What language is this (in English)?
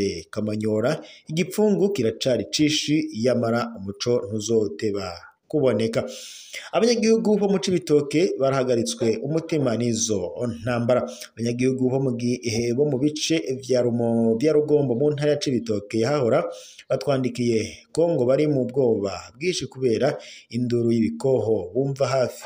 Rundi